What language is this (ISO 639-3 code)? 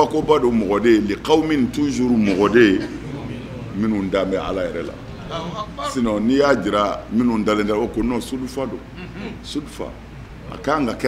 bam